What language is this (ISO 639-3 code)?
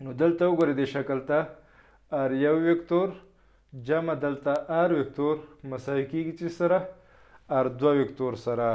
pus